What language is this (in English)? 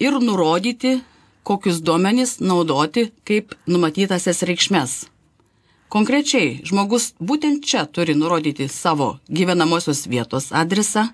Lithuanian